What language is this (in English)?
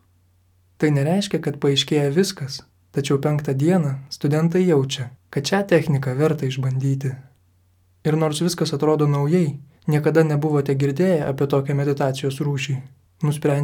Lithuanian